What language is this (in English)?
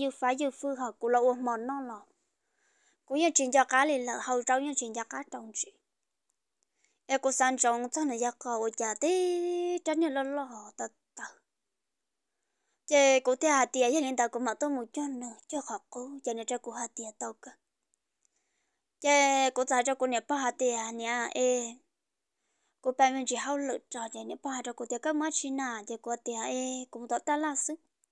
Vietnamese